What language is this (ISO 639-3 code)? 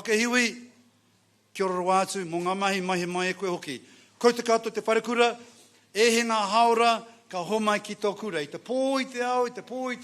mri